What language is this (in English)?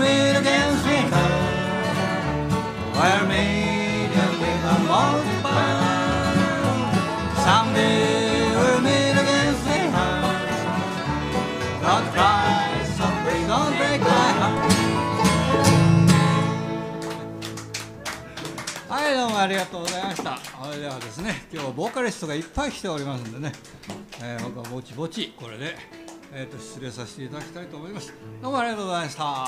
Japanese